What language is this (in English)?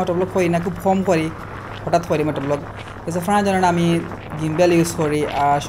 Sylheti